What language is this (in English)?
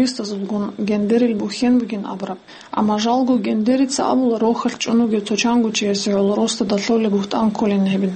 Avaric